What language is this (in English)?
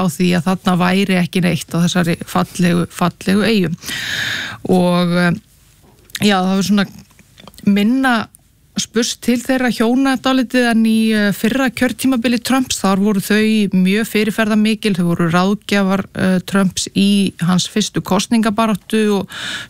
Icelandic